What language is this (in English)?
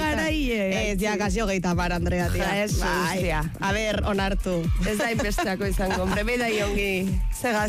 Basque